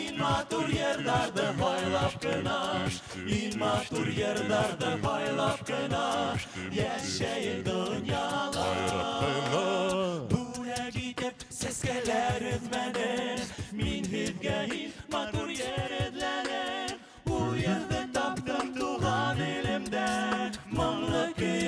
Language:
Bashkir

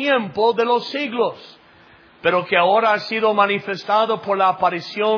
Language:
Spanish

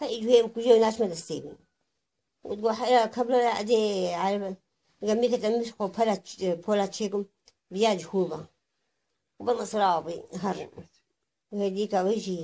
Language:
Kurdish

